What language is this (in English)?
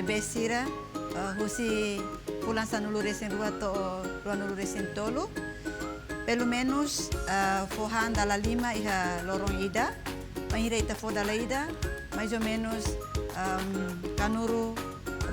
Tetum